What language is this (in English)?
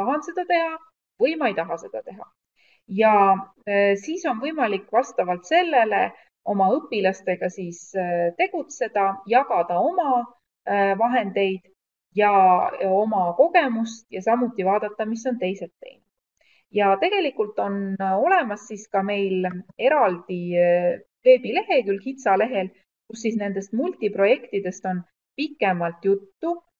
Estonian